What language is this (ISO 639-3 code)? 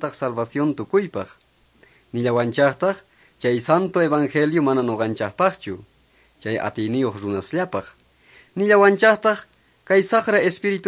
que